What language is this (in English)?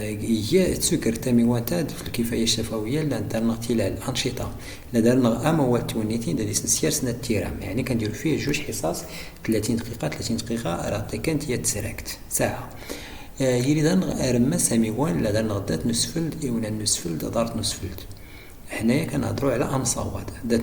Moroccan Arabic